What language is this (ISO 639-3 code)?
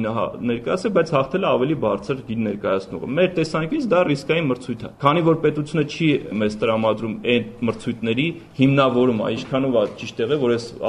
hye